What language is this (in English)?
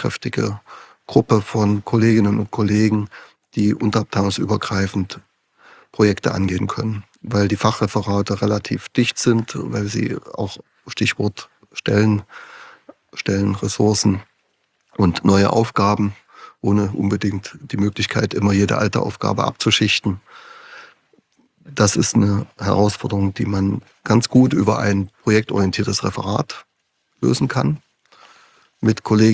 German